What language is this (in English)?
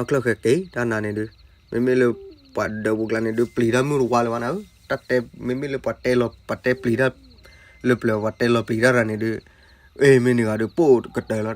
S'gaw Karen